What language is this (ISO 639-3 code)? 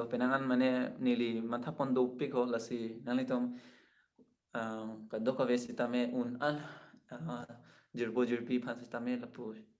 mjw